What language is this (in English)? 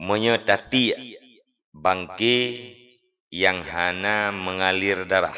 Achinese